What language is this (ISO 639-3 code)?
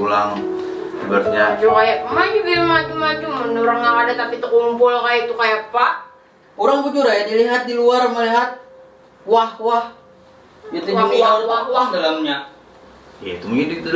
bjn